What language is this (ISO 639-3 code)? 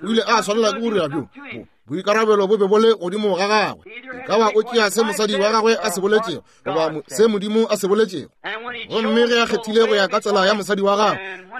nso